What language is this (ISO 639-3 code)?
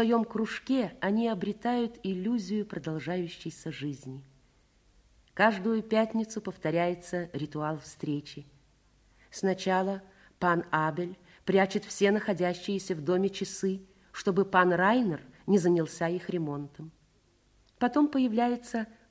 rus